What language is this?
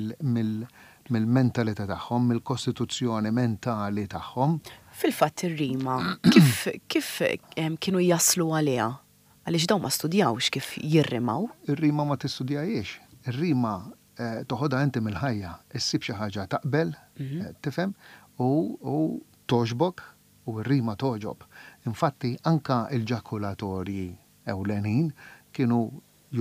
Maltese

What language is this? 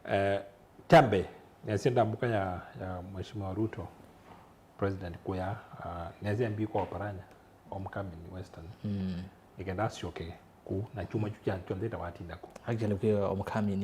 Kamba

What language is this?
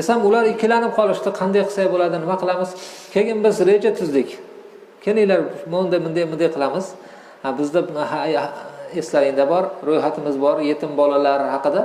Uzbek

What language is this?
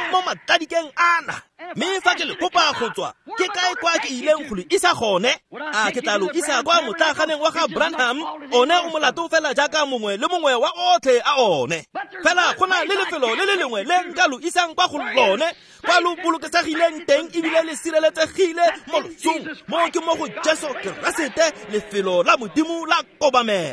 Tswana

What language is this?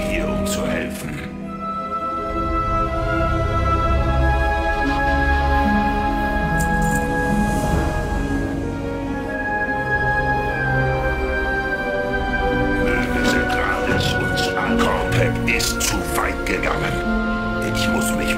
German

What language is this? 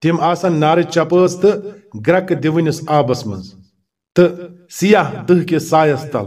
Kashmiri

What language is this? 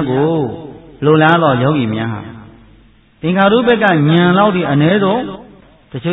Burmese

